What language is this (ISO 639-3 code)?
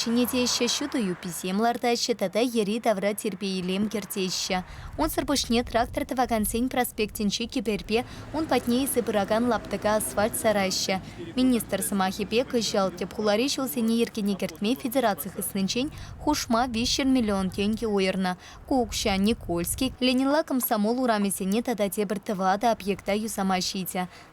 chv